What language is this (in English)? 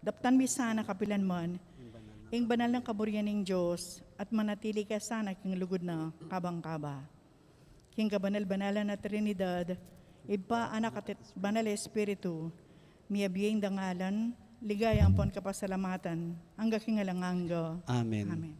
Pampanga